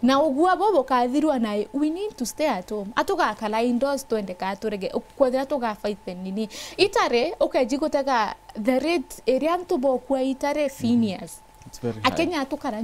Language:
Meru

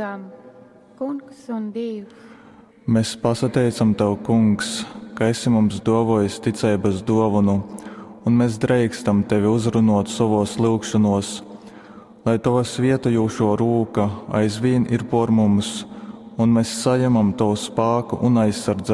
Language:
Latgalian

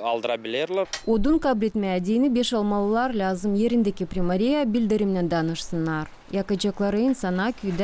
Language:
Gagauz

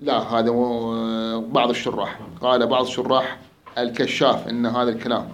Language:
Mesopotamian Arabic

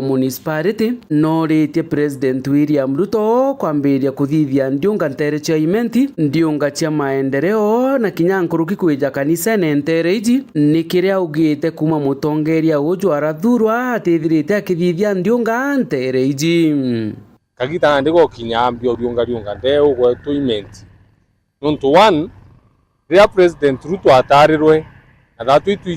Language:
Meru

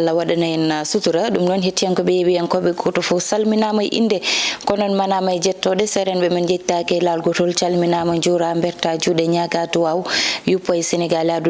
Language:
Fula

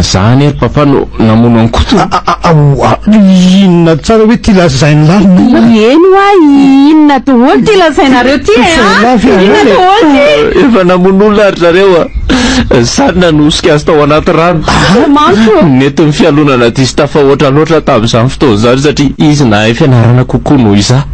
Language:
Malagasy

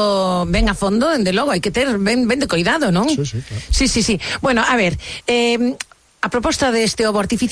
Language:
Galician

